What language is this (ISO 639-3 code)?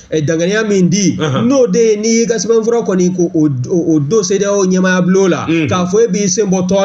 bam